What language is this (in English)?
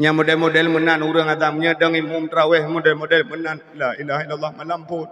Achinese